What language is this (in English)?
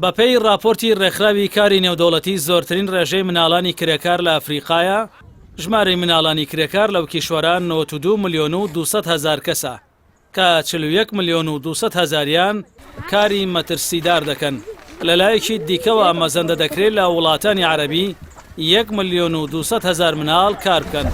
Central Kurdish